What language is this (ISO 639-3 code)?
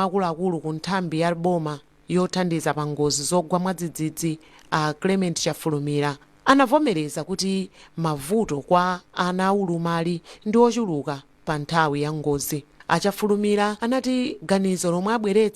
nya